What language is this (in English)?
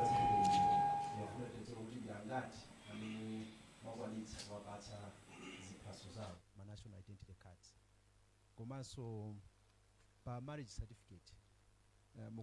Nyanja